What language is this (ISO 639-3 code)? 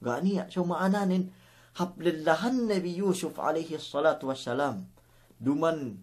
yka